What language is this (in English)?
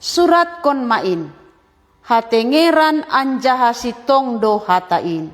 Batak Simalungun